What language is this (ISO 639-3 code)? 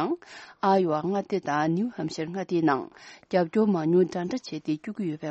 bod